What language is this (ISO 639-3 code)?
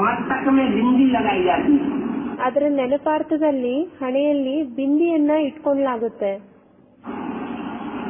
kan